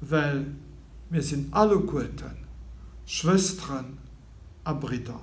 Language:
Luxembourgish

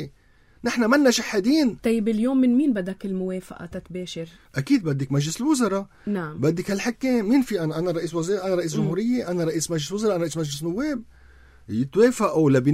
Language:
North Levantine Arabic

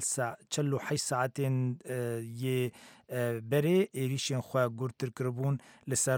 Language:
Kurdish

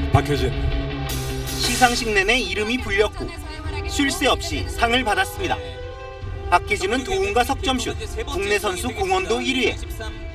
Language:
Korean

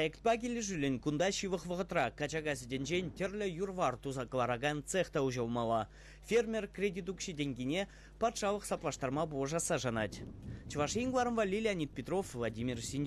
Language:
Chuvash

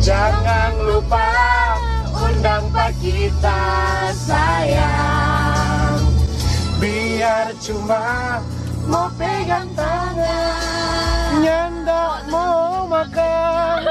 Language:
Manado Malay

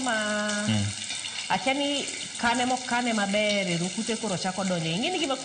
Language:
Luo (Kenya and Tanzania)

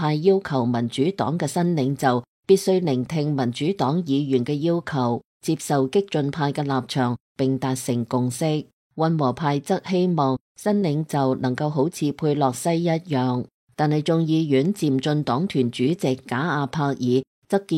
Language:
Cantonese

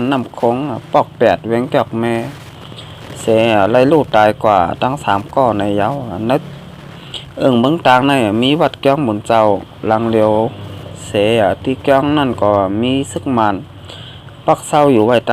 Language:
Shan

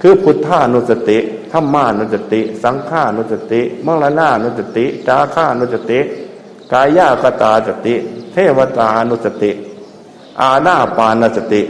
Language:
Northeastern Thai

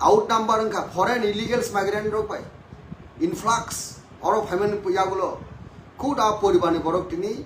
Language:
Kok Borok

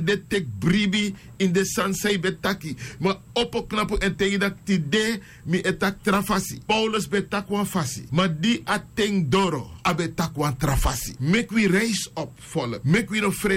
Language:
Sranan Tongo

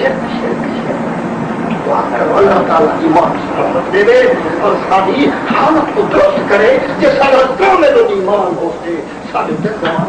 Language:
Saraiki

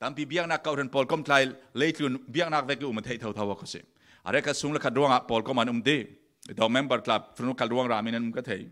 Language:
Falam Chin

